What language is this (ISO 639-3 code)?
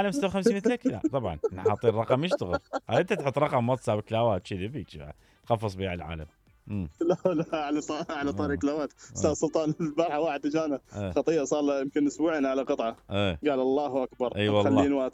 acm